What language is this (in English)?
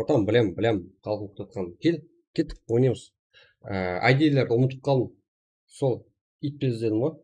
Kara-Kalpak